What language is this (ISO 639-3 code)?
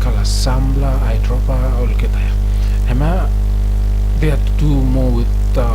bis